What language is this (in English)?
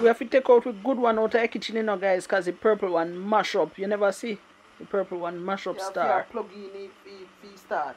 Jamaican Creole English